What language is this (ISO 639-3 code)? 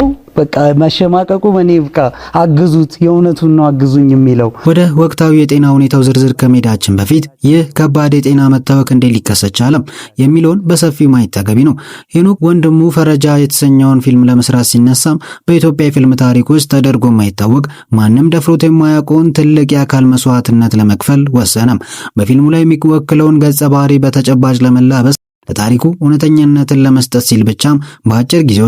amh